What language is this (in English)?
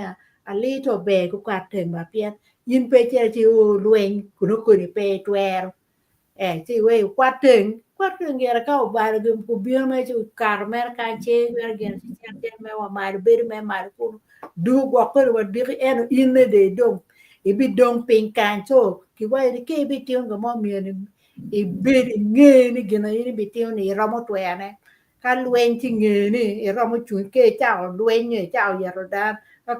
Acoli